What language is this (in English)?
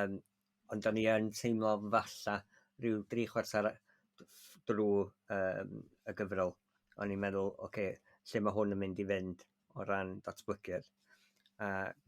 Welsh